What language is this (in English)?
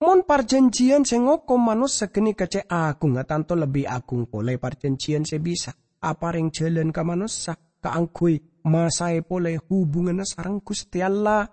Madurese